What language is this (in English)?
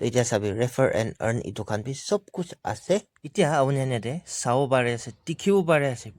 Naga Pidgin